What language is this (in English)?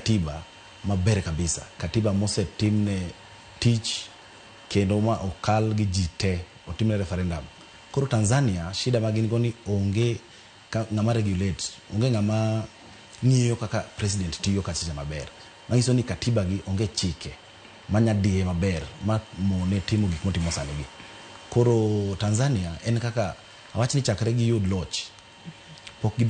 Luo (Kenya and Tanzania)